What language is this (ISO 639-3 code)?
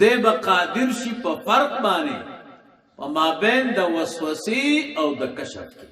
pus